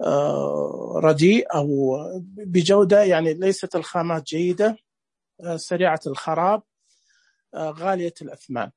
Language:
Najdi Arabic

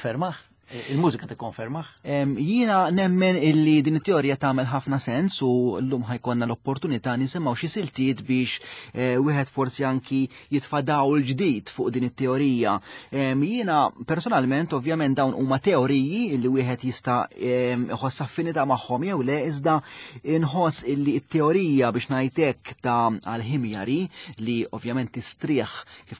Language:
Maltese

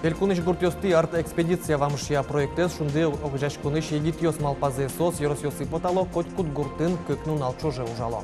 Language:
Udmurt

